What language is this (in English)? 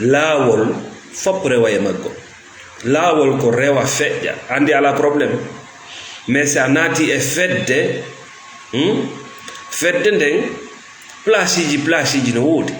Fula